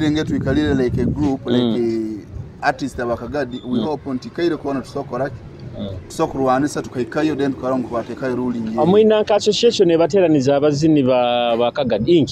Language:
Nyoro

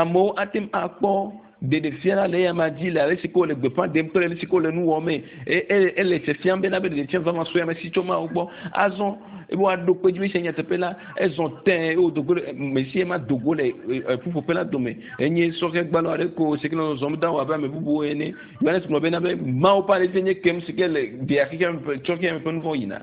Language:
Ewe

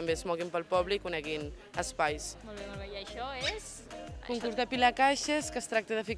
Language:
Catalan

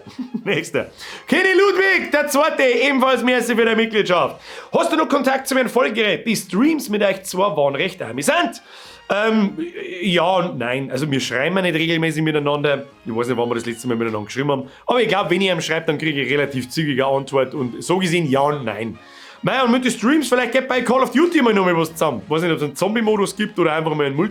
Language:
Bavarian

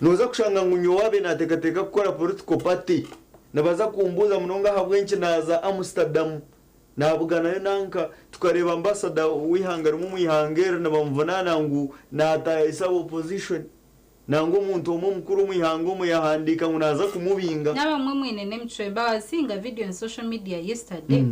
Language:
Nyankole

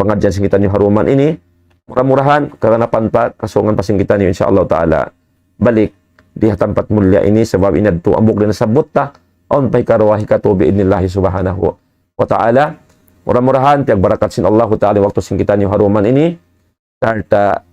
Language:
Tausug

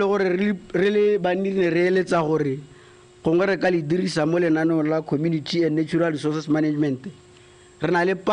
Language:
Tswana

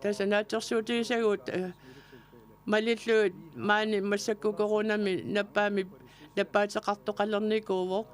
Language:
Kalaallisut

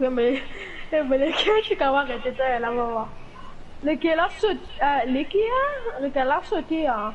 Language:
Morisyen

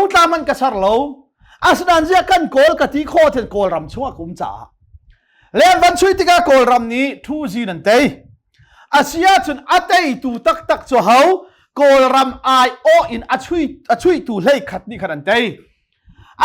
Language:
Hakha Chin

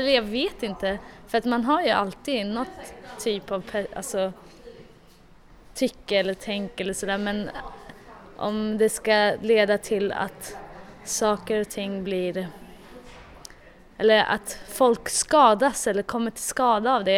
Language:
Swedish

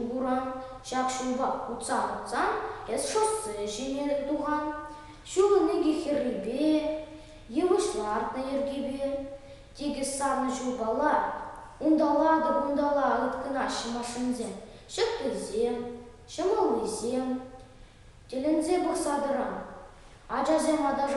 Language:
Chuvash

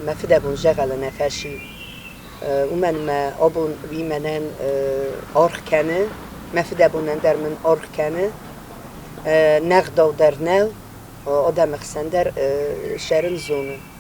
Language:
Ossetic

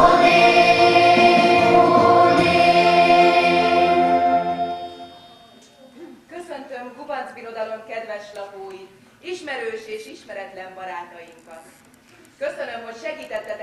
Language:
Hungarian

